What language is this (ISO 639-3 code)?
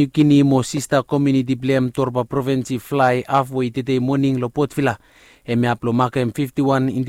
bis